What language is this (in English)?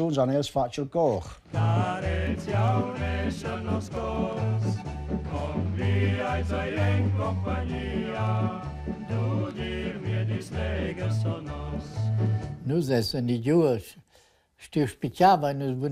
Romansh